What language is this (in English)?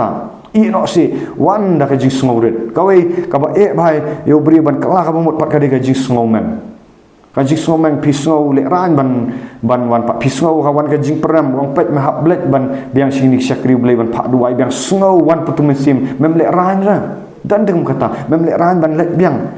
Khasi